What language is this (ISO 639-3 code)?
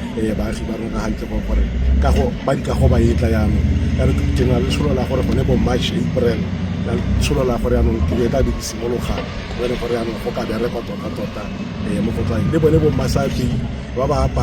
tsn